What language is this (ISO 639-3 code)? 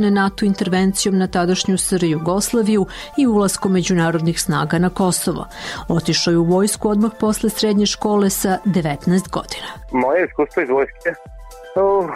srp